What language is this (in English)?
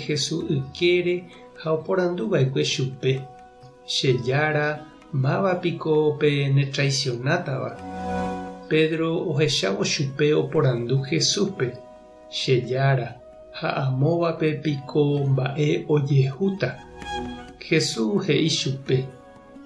Guarani